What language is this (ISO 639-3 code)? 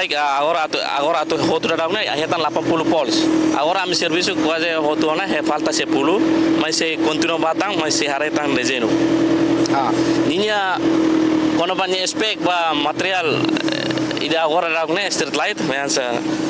tet